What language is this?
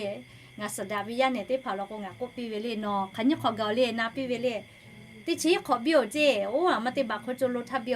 Lahu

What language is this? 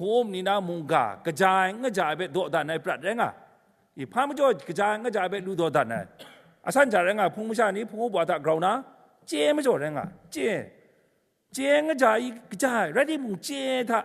Kachin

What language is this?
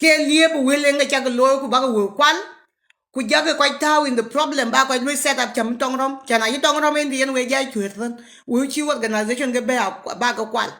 Nuer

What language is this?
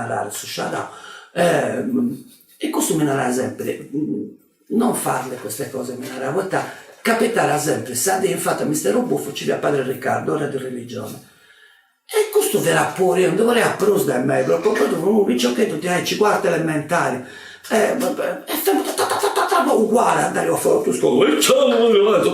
Sardinian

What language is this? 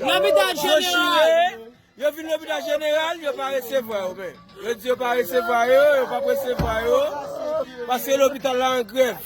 Haitian Creole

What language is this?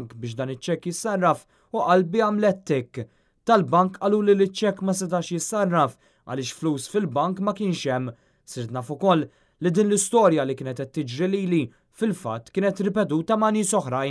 Maltese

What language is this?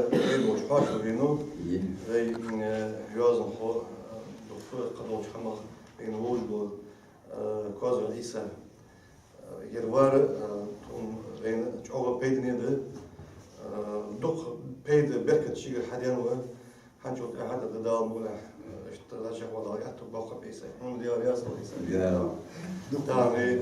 Ingush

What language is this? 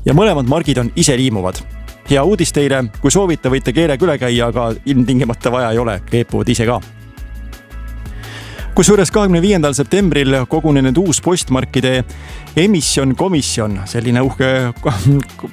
Estonian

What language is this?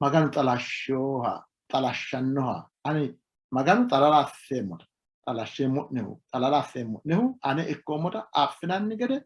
Sidamo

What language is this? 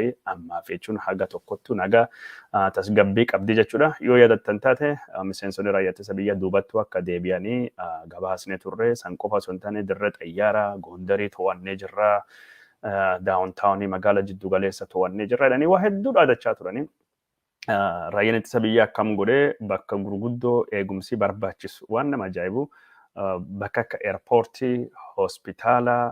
Oromo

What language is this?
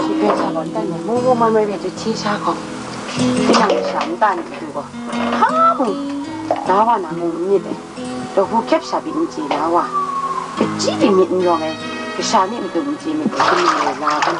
Kachin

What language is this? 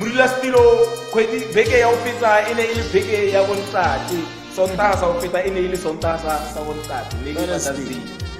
Tswana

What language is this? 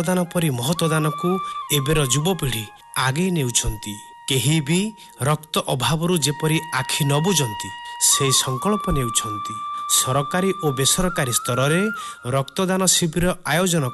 Odia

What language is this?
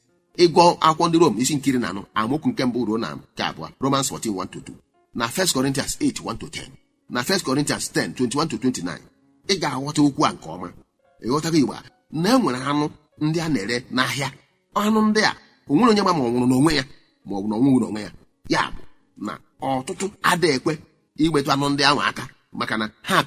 Igbo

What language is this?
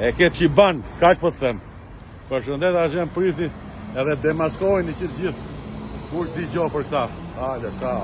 Albanian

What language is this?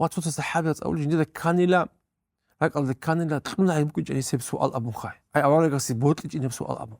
Avaric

